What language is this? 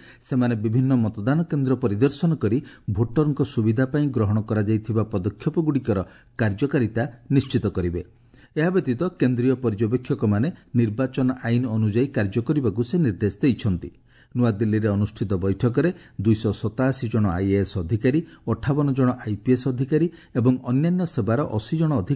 Odia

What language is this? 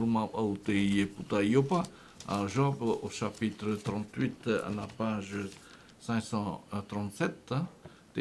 Tahitian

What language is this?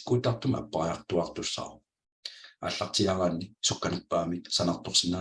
Kalaallisut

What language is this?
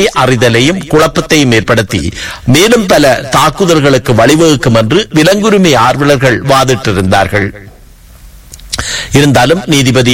Tamil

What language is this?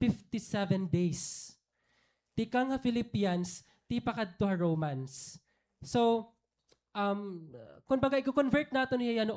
Waray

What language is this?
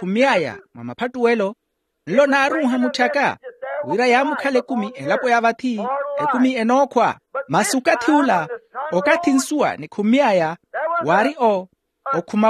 Makhuwa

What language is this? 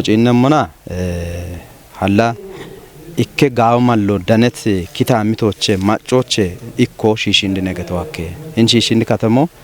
Kafa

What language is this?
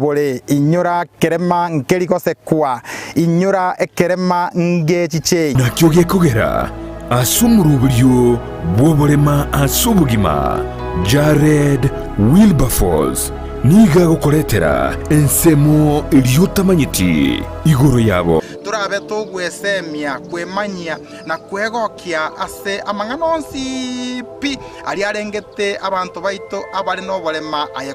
Gusii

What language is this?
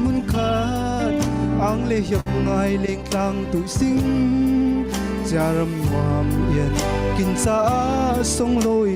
Falam Chin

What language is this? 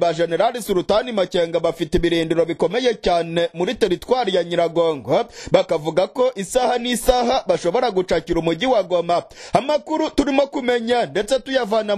Kinyarwanda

